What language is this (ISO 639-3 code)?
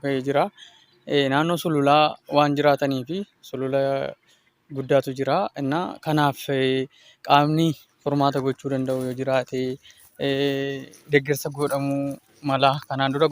orm